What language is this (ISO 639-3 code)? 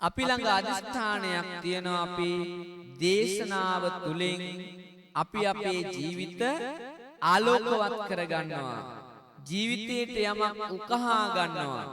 sin